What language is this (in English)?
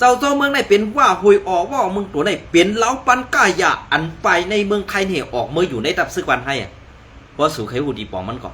Shan